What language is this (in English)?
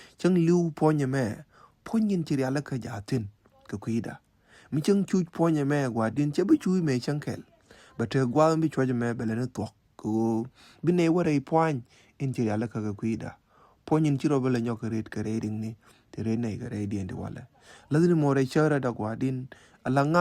Nuer